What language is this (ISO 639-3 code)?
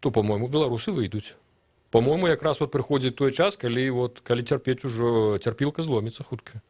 bel